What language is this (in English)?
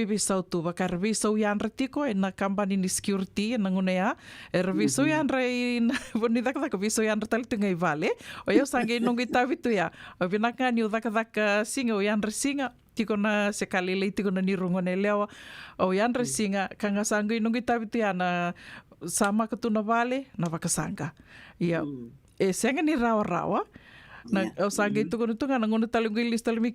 Fijian